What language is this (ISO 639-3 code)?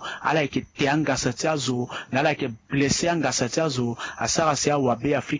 sag